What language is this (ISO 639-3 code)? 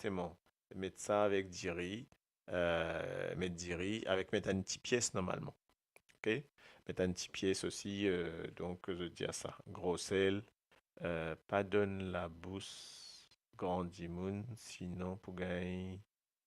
mfe